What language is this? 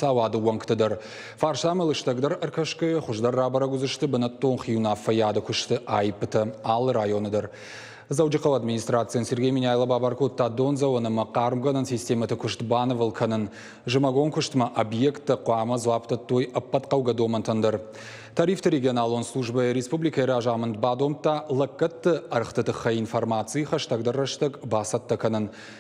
Ossetic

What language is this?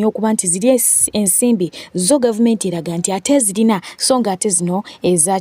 Ganda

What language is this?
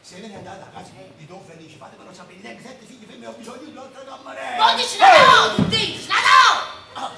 Neapolitan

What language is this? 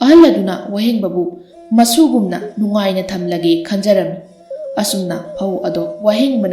Manipuri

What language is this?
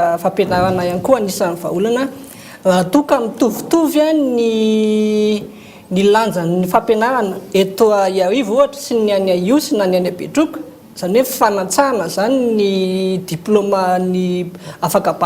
Malagasy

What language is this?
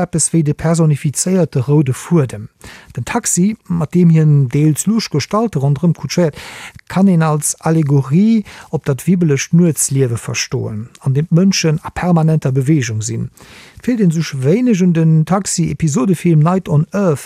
Luxembourgish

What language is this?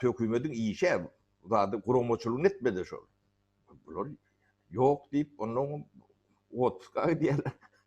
Turkmen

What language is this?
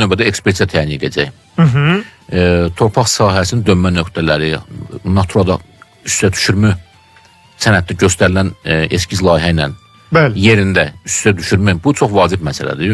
Azerbaijani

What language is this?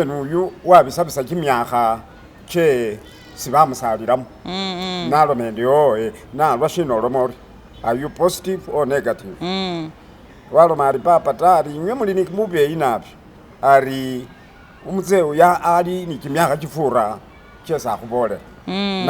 Masaaba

